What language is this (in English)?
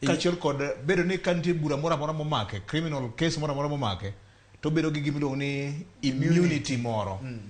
Luo (Kenya and Tanzania)